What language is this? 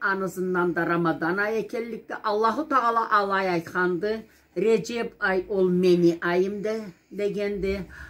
Karachay-Balkar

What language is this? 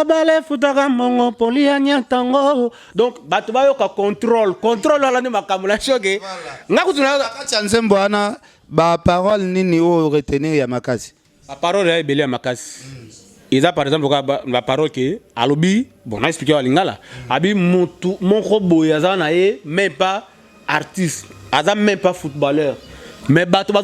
Lingala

